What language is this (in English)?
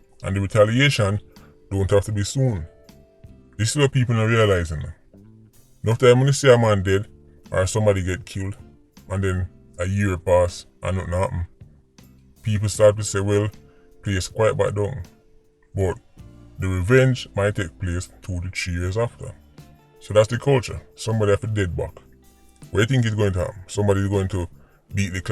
Jamaican Creole English